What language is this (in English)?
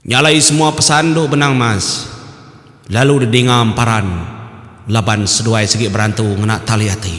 Iban